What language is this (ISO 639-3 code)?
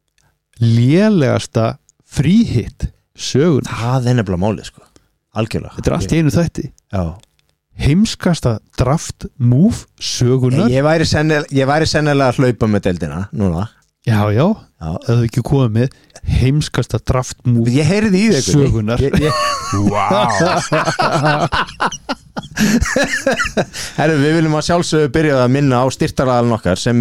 isl